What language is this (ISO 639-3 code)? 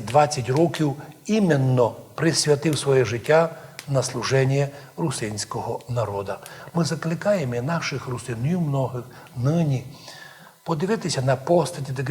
rue